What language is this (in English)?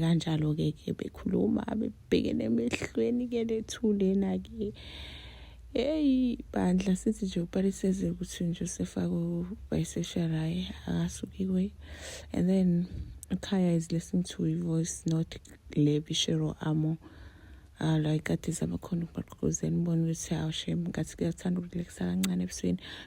Zulu